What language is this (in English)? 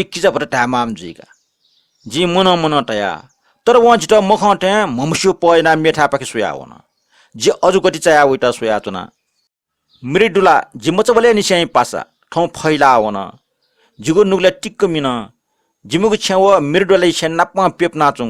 Newari